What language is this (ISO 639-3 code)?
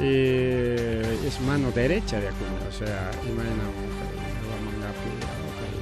quy